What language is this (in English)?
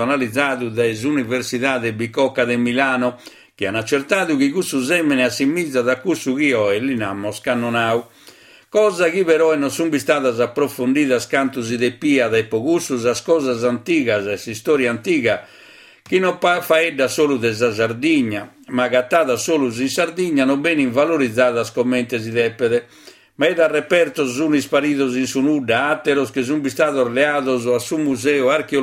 Sardinian